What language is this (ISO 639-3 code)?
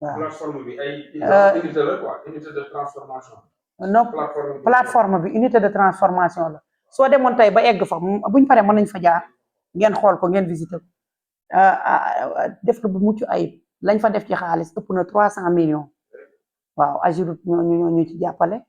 wol